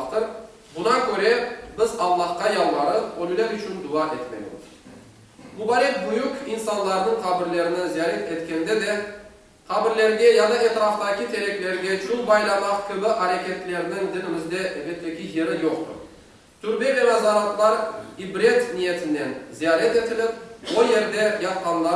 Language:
Crimean Tatar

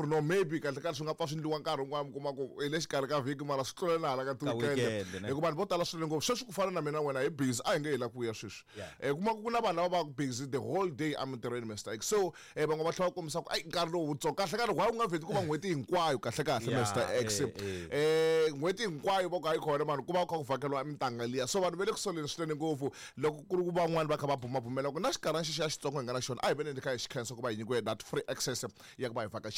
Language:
Tsonga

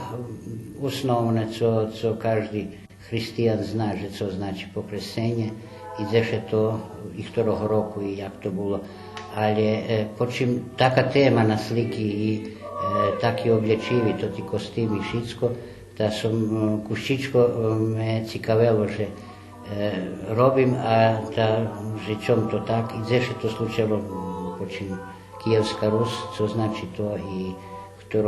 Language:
Rusyn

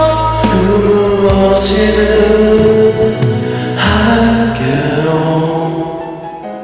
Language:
Korean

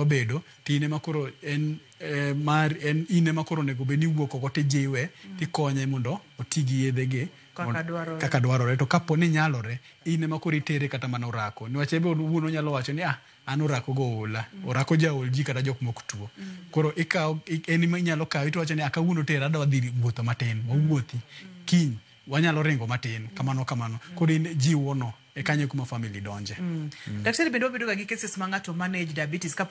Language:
Luo (Kenya and Tanzania)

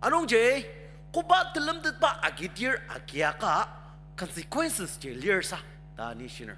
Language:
Ao Naga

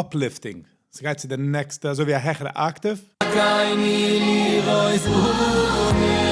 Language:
Yiddish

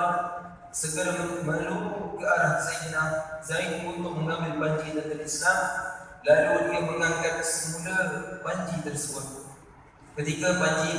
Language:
Malay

